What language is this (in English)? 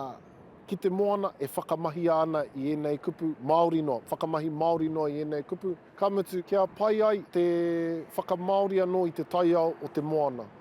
Māori